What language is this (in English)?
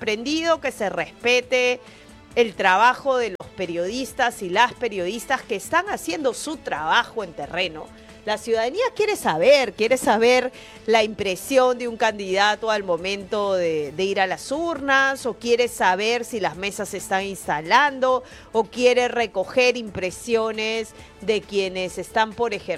Spanish